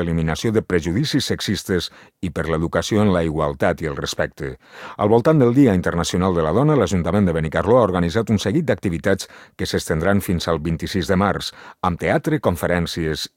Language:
Catalan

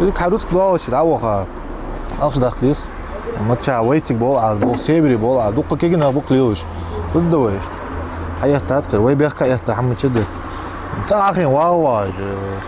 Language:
Ingush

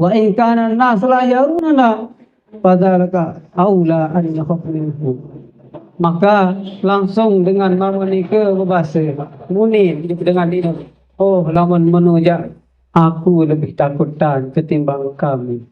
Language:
Sasak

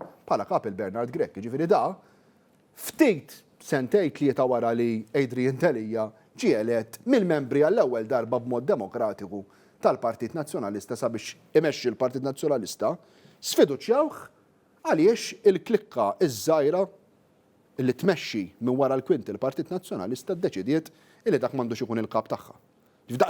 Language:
Maltese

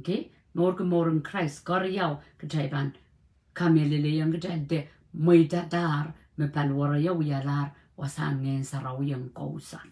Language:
Pohnpeian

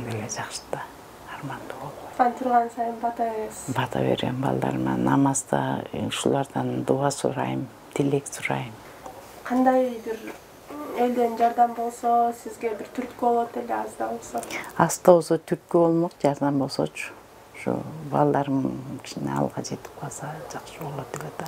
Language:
Kyrgyz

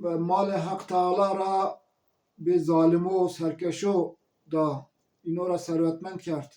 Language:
Zaza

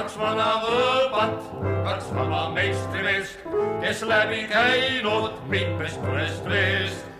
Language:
Estonian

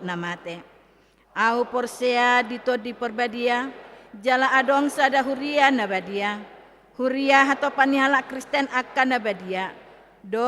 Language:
Batak Toba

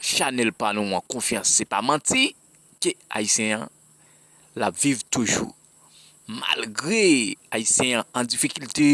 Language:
Haitian Creole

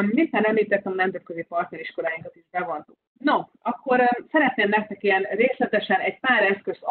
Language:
Hungarian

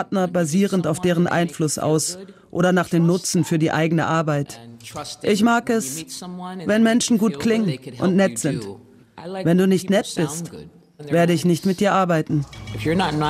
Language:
German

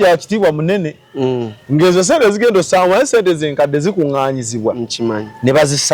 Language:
Ganda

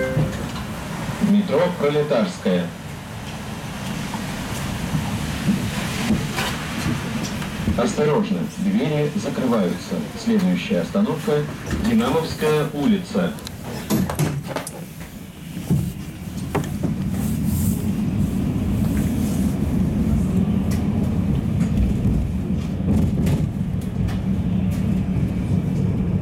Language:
Russian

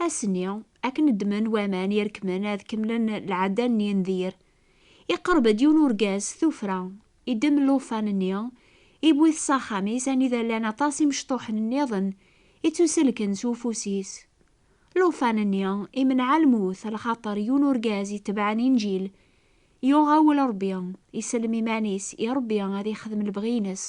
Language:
Kabyle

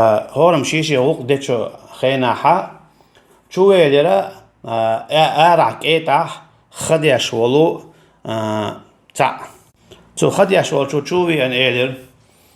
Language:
Chechen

